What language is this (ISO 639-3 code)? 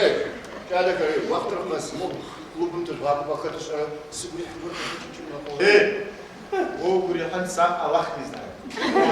ady